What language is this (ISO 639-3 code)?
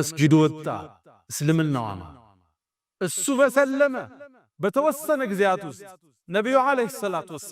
amh